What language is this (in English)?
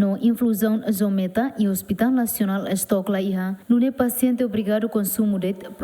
Tetum